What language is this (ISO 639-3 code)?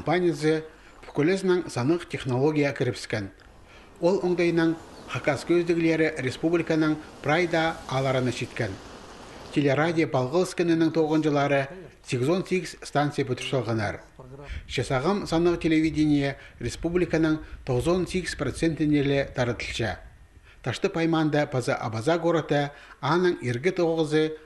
kjh